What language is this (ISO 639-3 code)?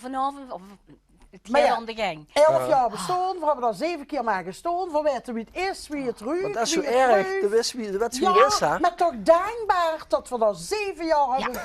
lim